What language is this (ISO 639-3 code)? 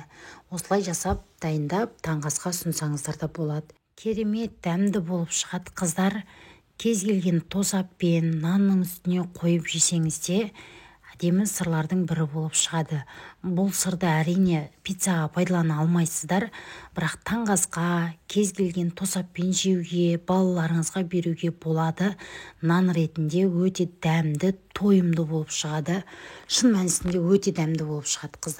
kaz